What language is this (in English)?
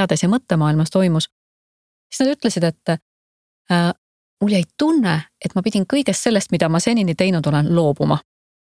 Estonian